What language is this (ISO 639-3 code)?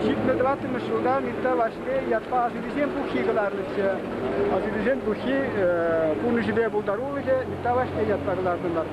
chv